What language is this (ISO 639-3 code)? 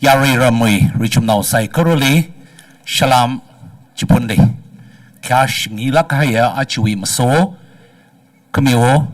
nmf